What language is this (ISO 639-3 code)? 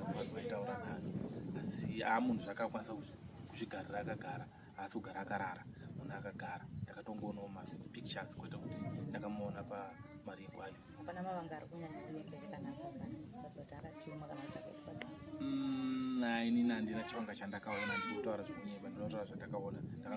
sna